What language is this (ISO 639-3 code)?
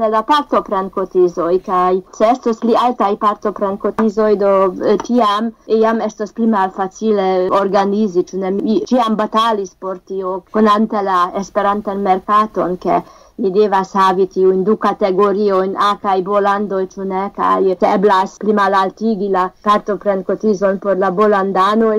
epo